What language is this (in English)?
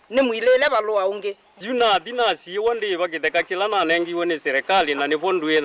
Kamba